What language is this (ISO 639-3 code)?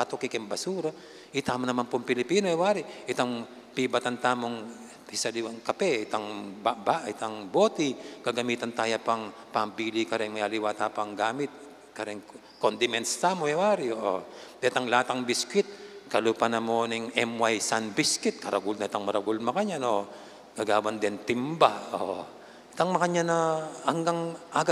pam